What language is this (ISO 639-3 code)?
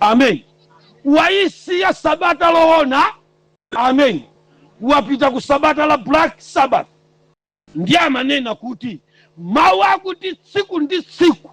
nya